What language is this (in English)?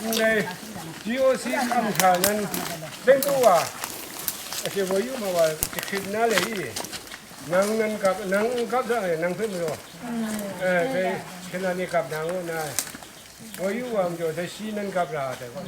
Kachin